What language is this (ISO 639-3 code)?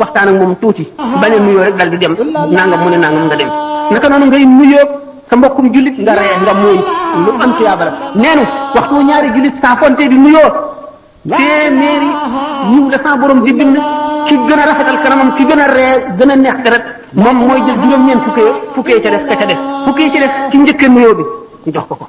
wol